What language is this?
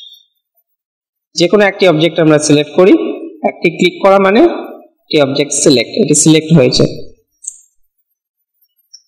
Bangla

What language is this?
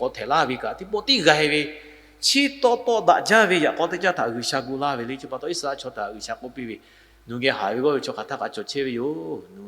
Lahu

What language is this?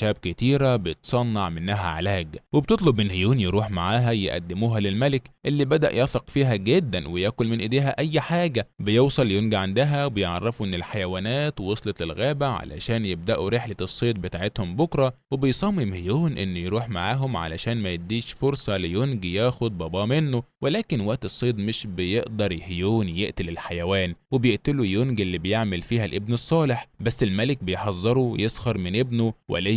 Egyptian Arabic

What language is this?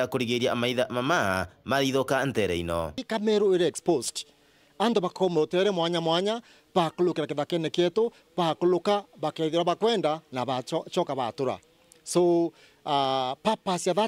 Meru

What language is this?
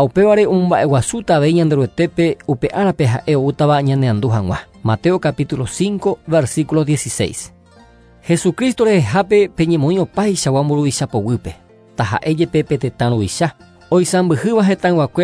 Guarani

